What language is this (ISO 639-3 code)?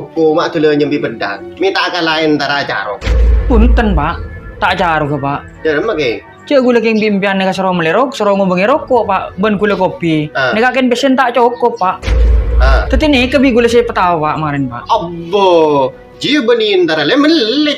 mad